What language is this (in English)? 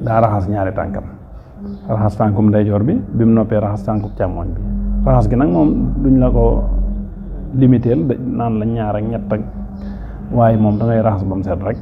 Wolof